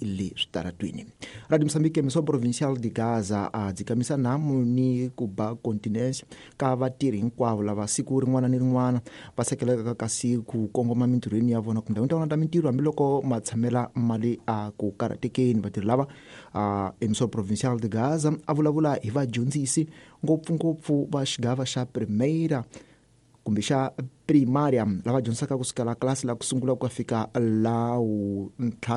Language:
Tsonga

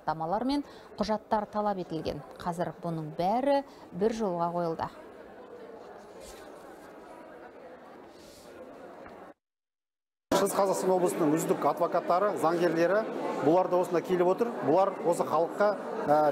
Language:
Kazakh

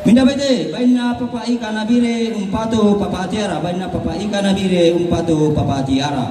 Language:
Toraja-Sa'dan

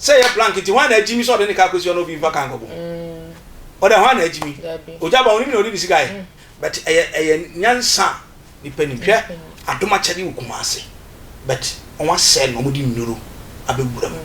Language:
Akan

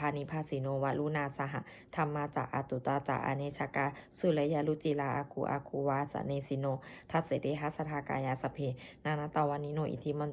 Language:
Pali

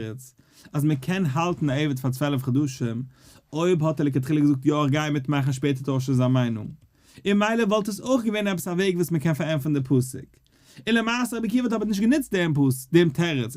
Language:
Yiddish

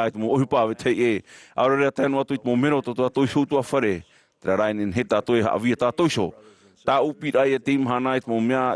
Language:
Tahitian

